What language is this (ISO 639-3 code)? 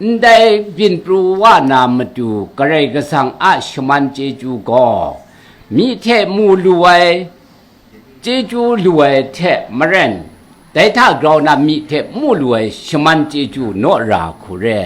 kac